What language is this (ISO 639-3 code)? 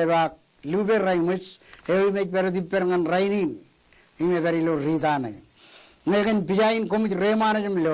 mah